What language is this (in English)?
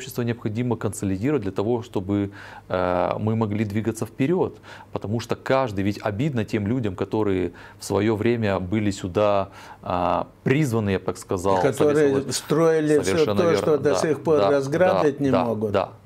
Russian